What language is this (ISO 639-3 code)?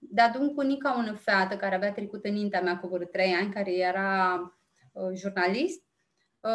rup